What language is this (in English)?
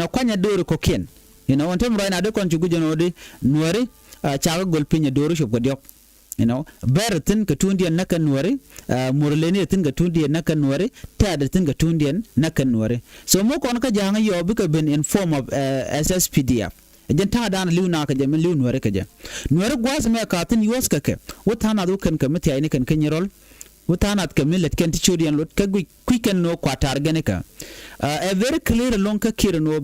Nuer